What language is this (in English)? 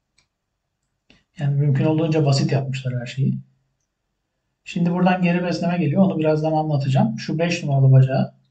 Turkish